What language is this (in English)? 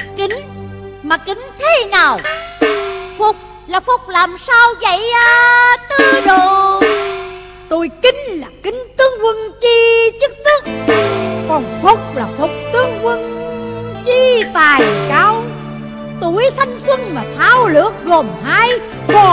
Vietnamese